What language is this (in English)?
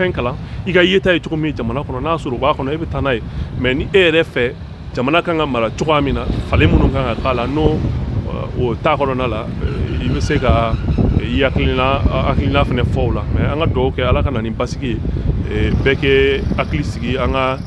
Bambara